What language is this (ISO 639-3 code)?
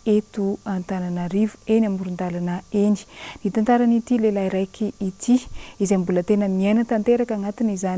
mlg